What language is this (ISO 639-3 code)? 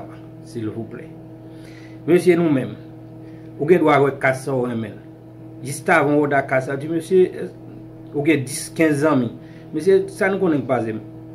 hat